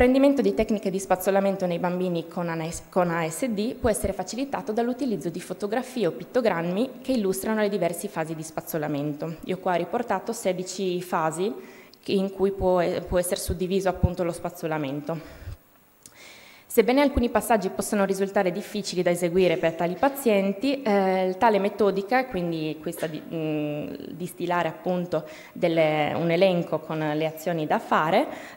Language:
Italian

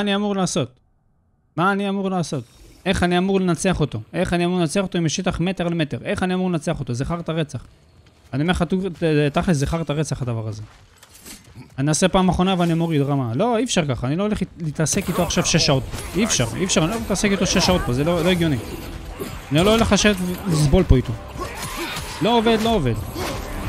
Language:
Hebrew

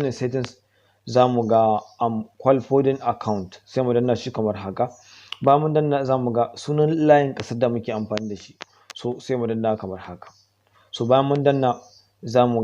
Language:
Hausa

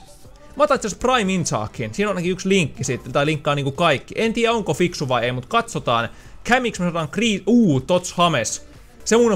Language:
Finnish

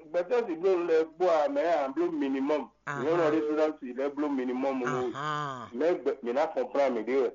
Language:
Fon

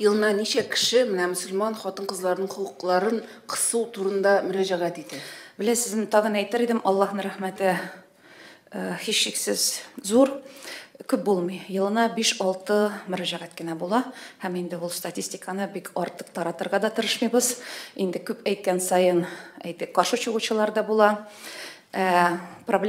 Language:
Tatar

